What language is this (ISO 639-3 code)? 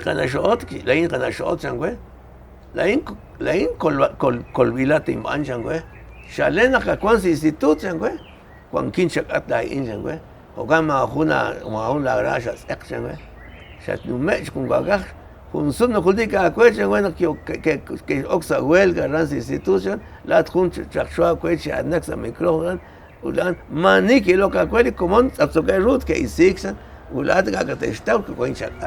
kek